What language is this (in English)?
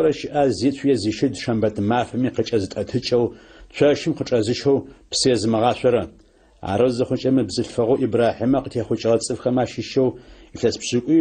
Adyghe